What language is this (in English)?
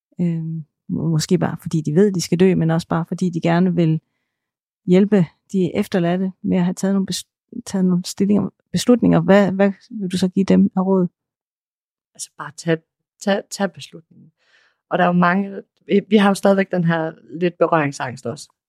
Danish